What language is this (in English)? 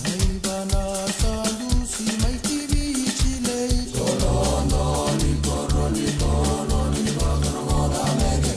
Fijian